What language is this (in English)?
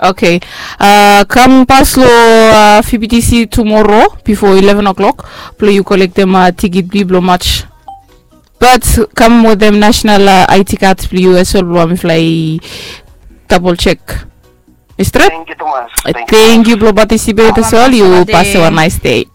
Bislama